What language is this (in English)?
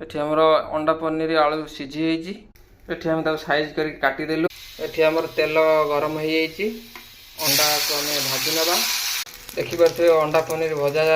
Odia